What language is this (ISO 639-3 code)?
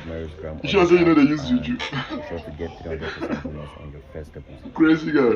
pcm